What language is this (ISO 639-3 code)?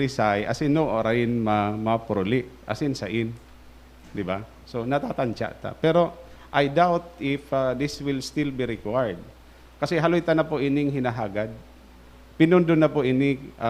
bik